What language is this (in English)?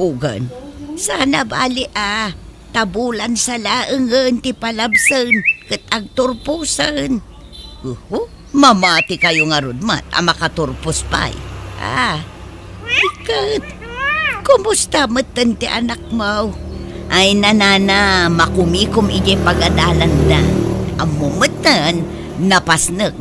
Iloko